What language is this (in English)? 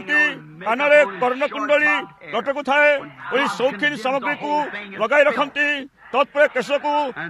Odia